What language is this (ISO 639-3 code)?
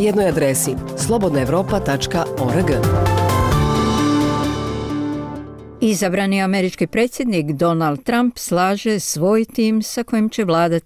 bos